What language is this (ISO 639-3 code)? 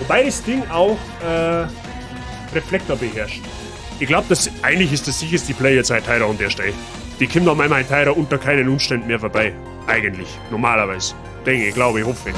bar